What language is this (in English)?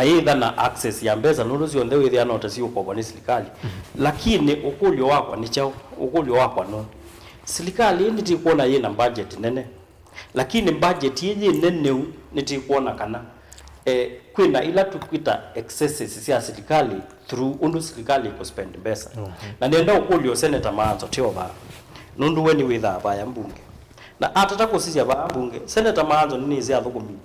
Kamba